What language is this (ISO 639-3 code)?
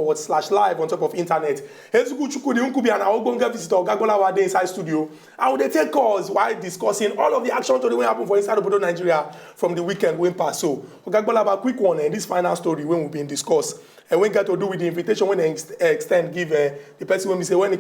pcm